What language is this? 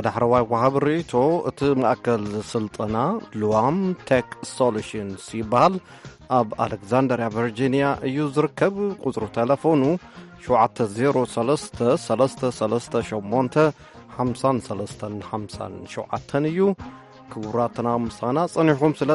Tigrinya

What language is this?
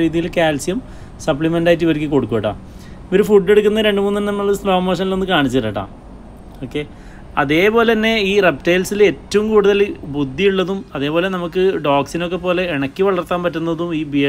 Malayalam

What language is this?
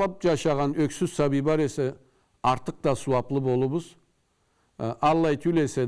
Karachay-Balkar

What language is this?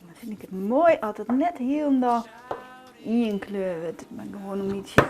Western Frisian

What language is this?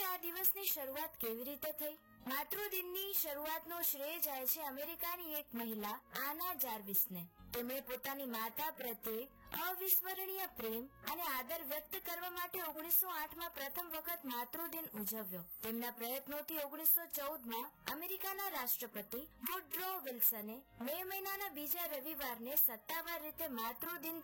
Gujarati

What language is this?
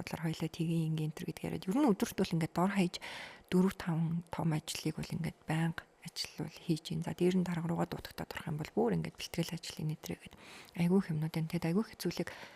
Mongolian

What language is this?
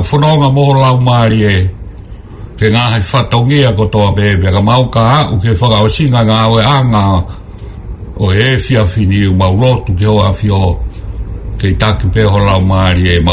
Tongan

